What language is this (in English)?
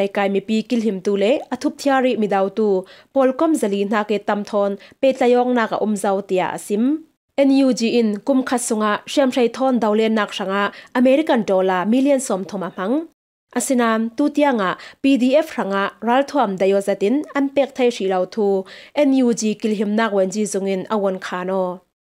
Falam Chin